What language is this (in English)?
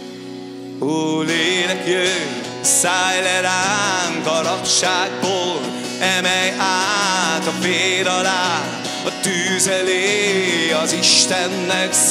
Hungarian